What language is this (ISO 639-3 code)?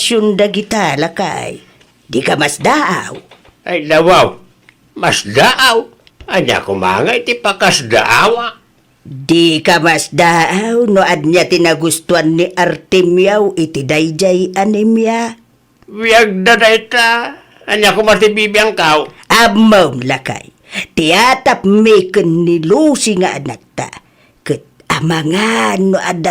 ilo